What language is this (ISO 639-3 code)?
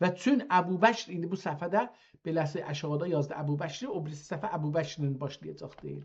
azb